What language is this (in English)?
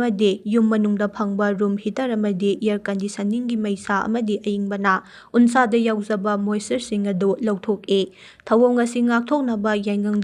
Manipuri